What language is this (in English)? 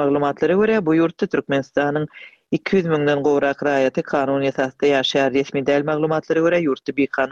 Turkmen